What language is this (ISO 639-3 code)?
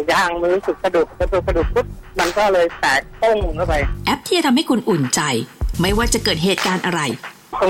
tha